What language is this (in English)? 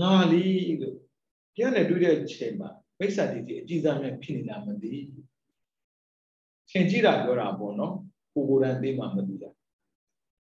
Burmese